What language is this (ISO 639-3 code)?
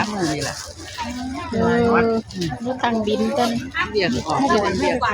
tts